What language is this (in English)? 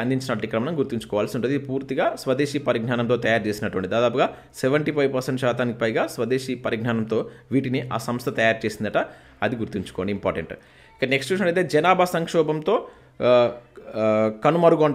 Telugu